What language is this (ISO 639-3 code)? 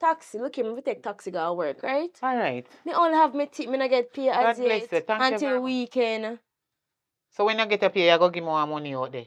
jam